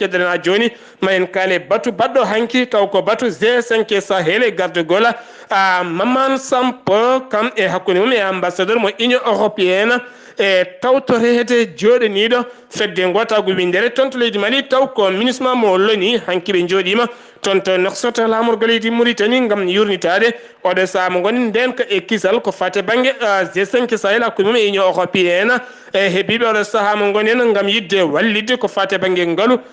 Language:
Fula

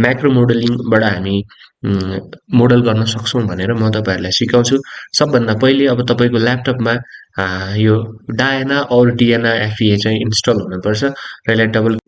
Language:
Nepali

